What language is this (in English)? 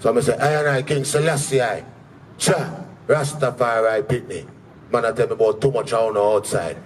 Jamaican Creole English